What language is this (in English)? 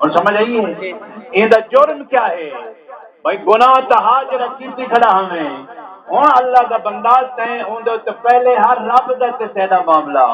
Saraiki